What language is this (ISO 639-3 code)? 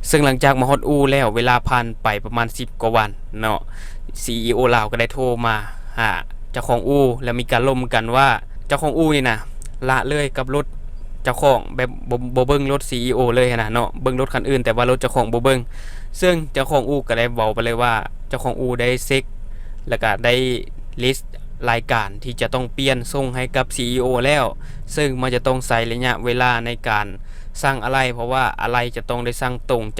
lao